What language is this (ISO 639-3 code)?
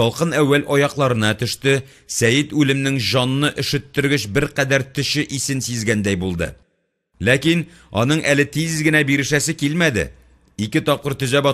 tat